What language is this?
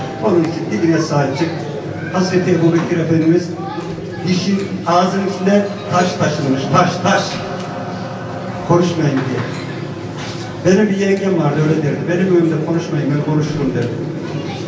Turkish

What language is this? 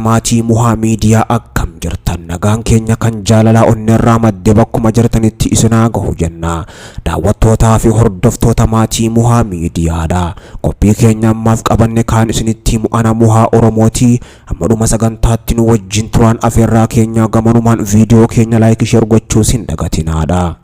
Oromo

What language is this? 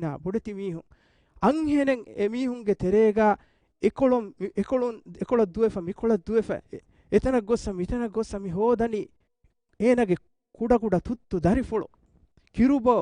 Divehi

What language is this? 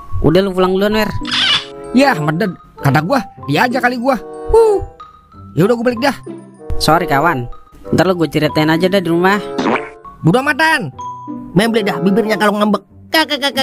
Betawi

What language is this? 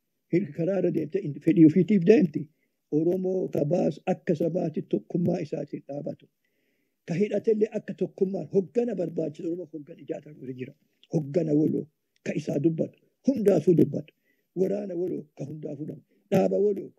Oromo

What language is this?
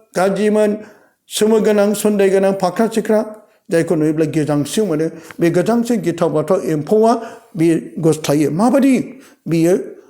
Bodo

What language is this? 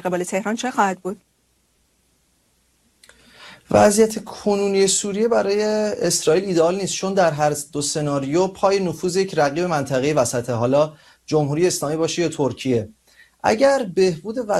Persian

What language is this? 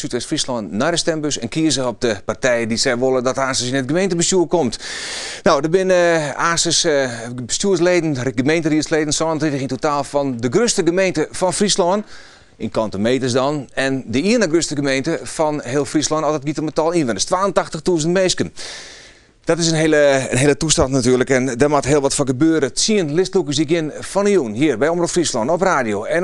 Western Frisian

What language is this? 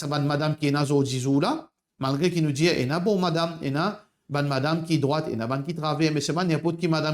Morisyen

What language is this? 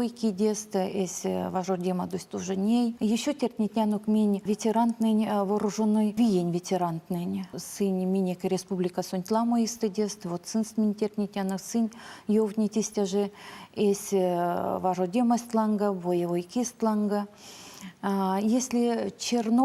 Erzya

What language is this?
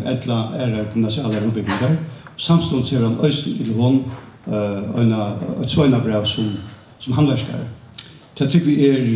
Faroese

